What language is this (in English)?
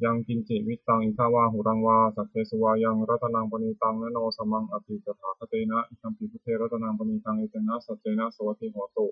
Pali